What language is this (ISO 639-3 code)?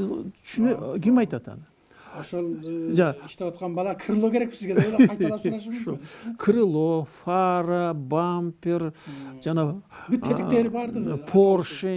kir